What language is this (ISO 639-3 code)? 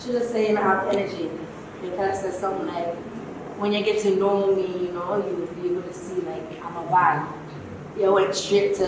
jam